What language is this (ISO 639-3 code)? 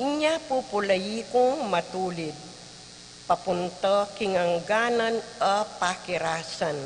pam